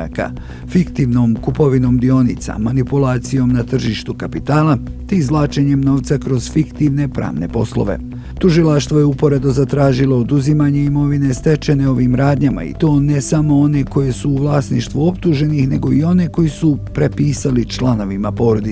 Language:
Bosnian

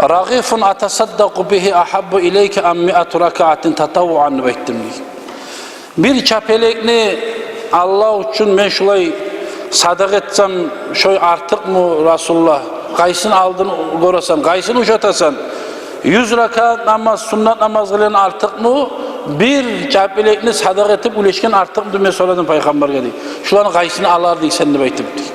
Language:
Kumyk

